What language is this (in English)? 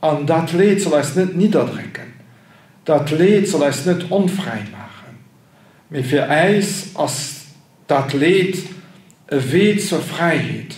Luxembourgish